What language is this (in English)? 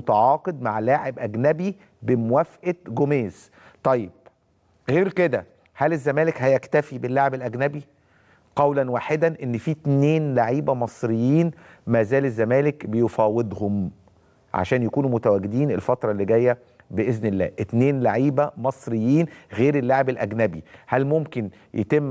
Egyptian Arabic